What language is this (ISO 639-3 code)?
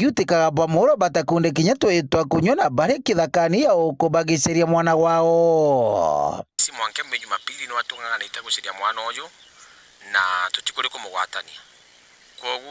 mer